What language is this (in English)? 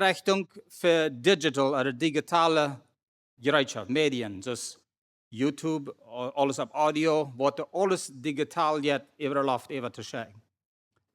Plautdietsch